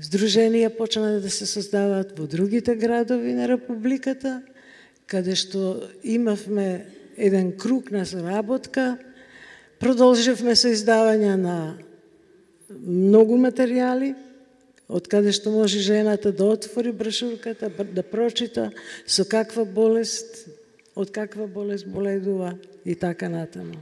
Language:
Macedonian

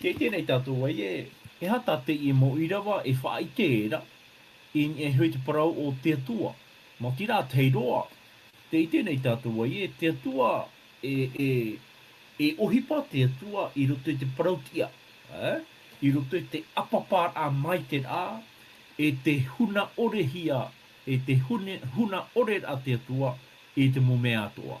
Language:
Tahitian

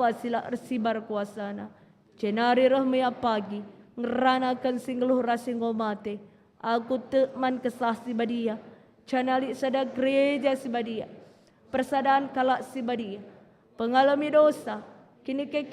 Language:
Batak Karo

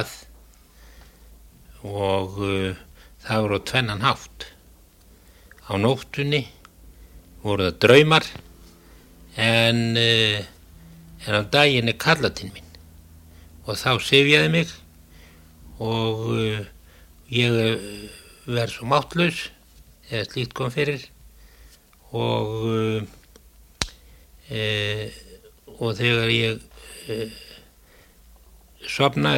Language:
Icelandic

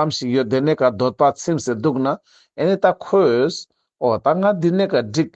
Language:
Ladakhi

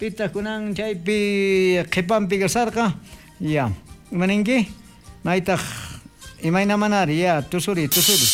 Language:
South Bolivian Quechua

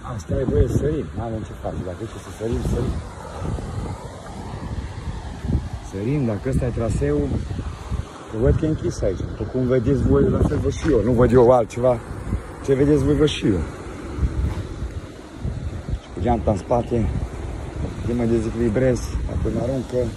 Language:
Romanian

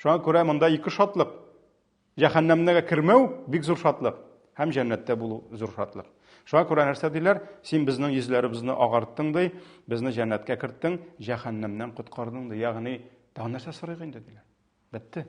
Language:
Tatar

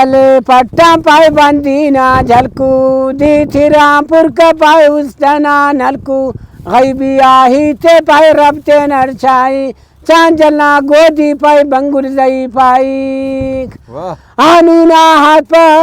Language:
Brahui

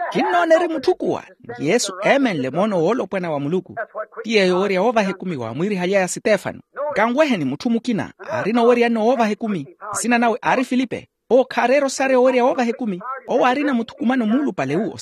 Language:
Makhuwa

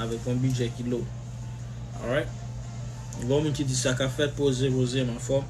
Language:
Haitian Creole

